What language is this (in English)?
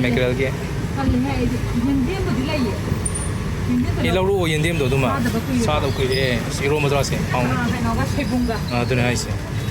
Manipuri